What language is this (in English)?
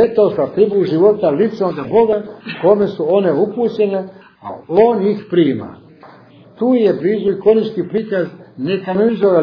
Serbian